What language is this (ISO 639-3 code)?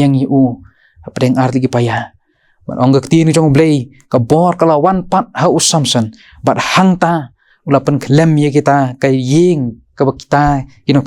kha